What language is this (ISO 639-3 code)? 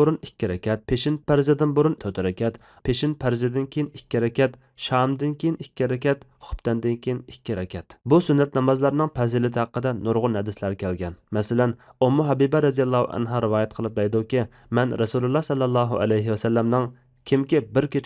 uig